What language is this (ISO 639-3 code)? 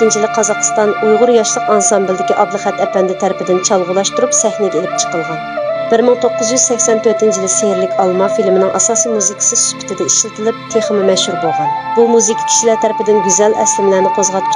uig